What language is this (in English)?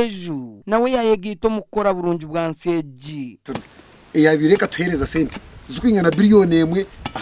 Nyankole